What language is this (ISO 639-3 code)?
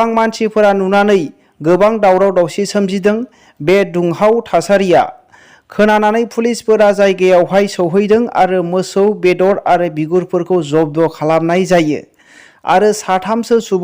brx